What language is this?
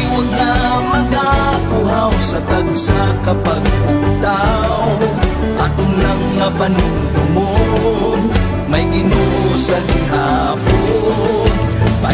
Hiligaynon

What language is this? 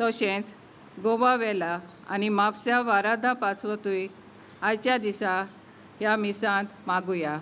Konkani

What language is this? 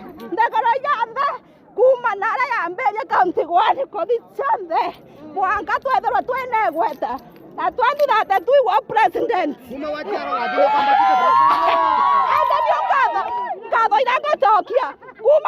Meru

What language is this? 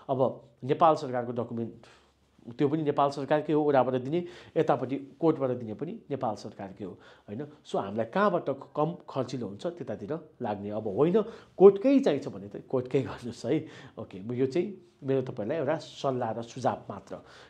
Nepali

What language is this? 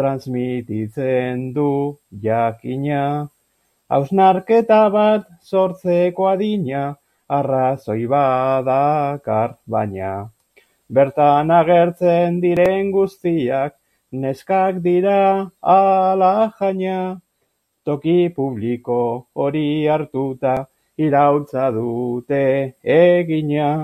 Basque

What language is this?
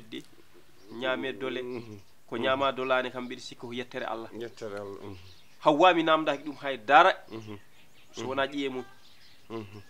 Fula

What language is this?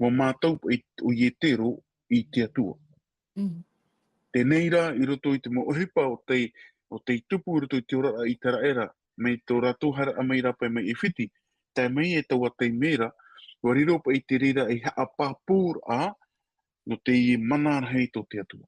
Tahitian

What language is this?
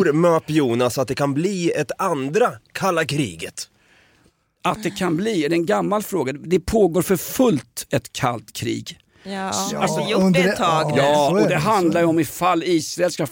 Swedish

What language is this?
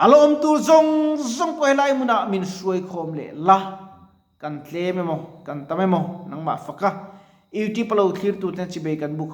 Mizo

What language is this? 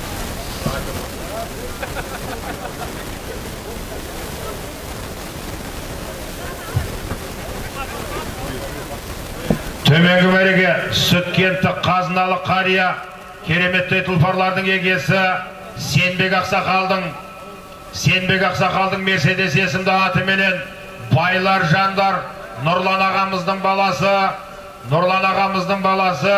Kazakh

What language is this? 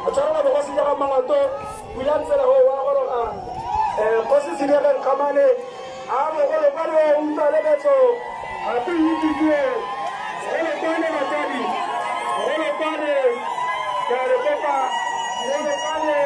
Tswana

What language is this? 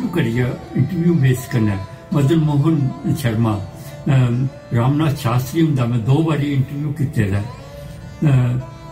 Dogri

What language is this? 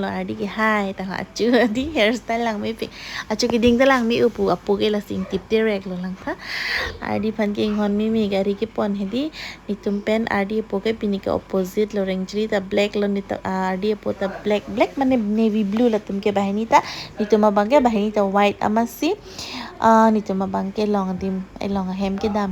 Karbi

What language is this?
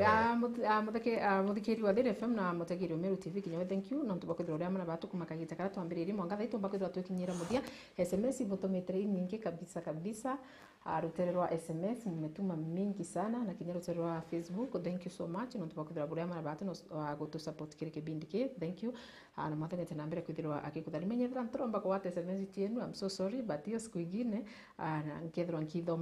Meru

